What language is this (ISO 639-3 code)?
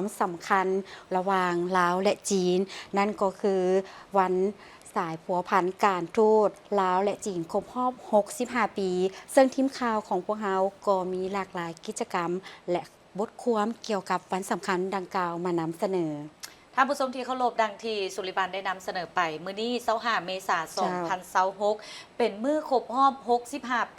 lao